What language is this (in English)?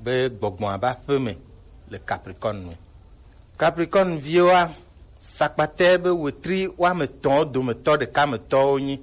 Gen